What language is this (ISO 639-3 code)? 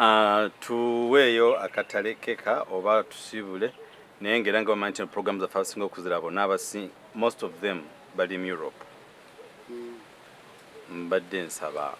lug